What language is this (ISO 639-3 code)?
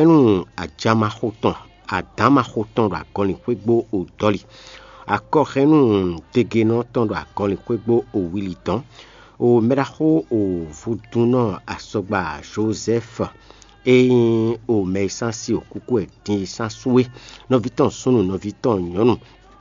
fon